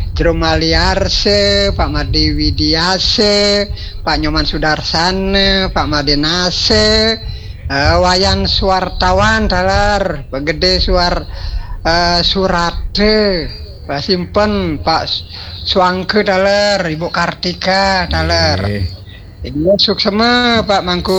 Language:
Balinese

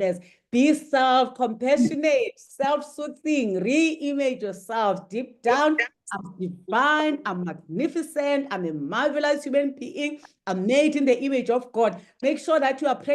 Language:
English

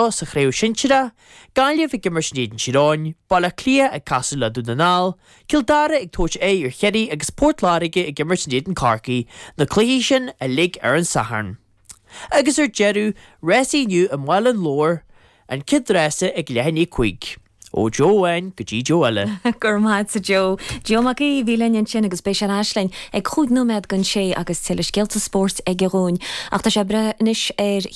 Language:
Irish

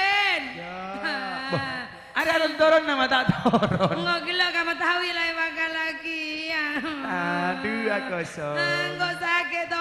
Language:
Madurese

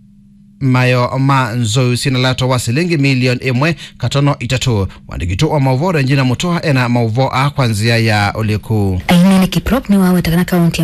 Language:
Kamba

